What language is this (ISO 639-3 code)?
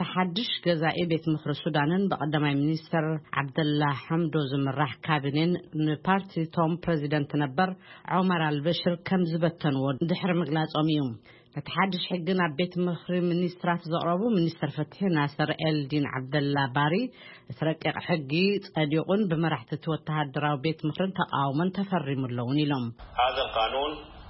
tir